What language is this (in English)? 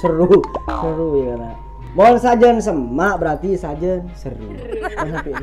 Madurese